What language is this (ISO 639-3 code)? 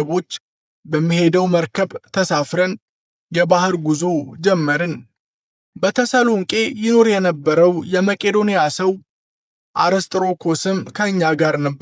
amh